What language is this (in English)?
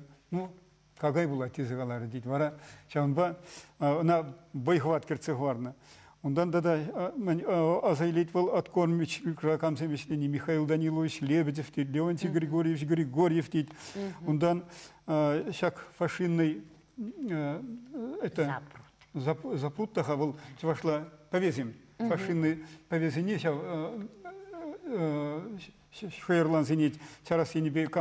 Chuvash